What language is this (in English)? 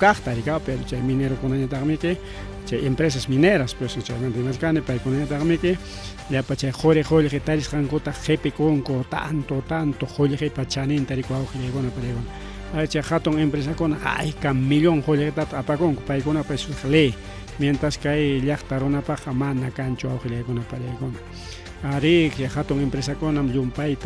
Ayacucho Quechua